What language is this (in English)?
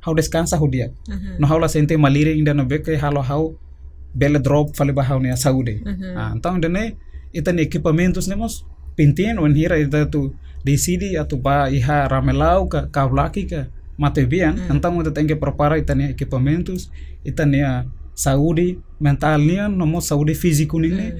Tetum